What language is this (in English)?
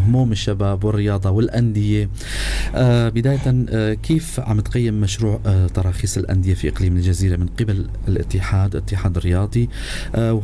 North Levantine Arabic